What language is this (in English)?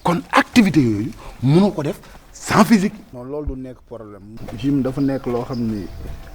Wolof